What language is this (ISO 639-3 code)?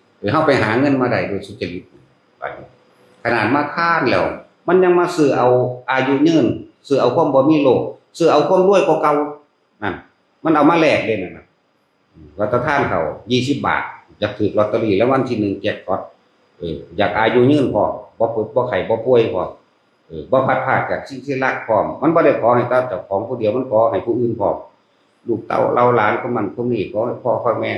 tts